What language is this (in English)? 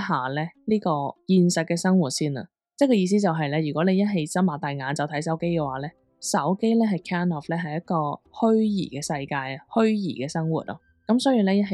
Cantonese